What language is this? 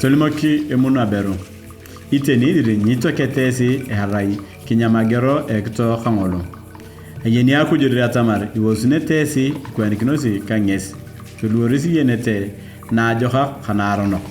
Turkana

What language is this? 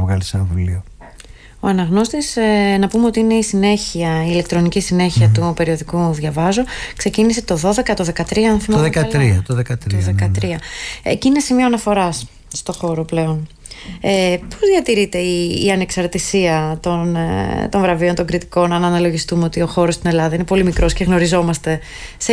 Greek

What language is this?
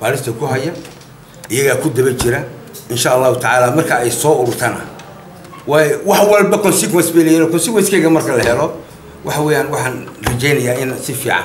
Somali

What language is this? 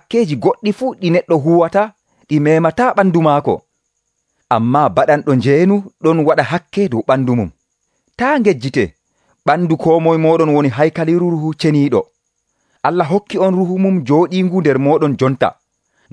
Nigerian Fulfulde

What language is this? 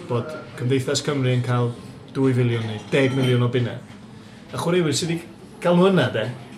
Welsh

